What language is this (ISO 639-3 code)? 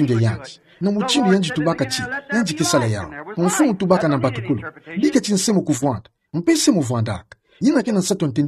ktu